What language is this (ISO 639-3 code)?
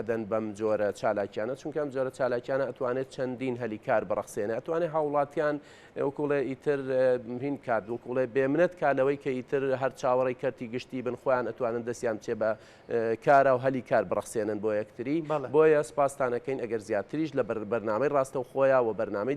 ckb